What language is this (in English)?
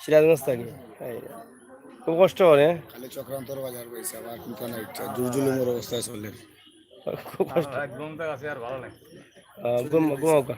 Sylheti